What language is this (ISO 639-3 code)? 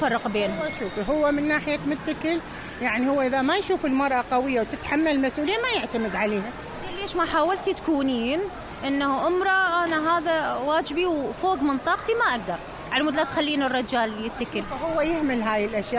acm